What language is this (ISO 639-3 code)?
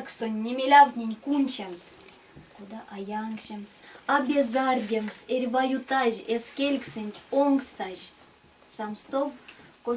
myv